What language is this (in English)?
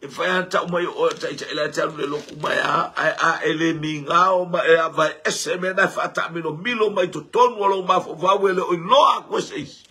Samoan